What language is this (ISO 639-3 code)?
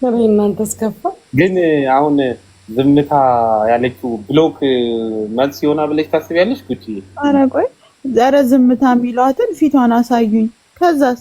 amh